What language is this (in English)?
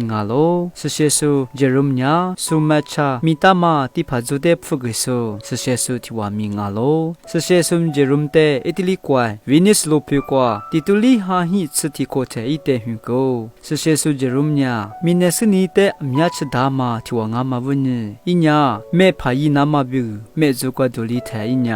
Lisu